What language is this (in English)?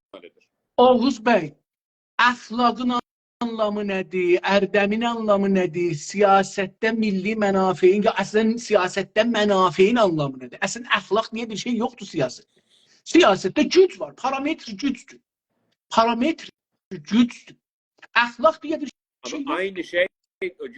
South Azerbaijani